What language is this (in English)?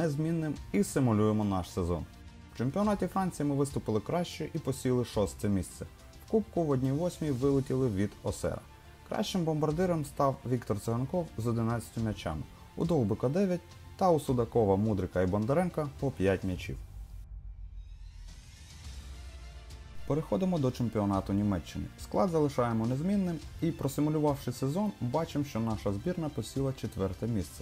Ukrainian